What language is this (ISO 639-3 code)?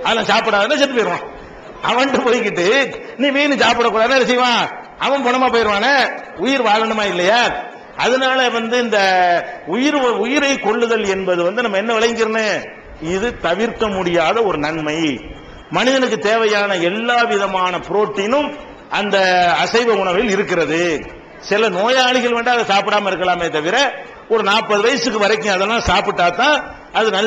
tam